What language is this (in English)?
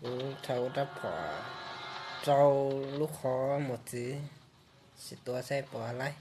Hmong